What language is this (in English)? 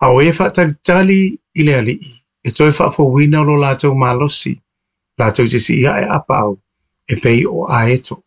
Samoan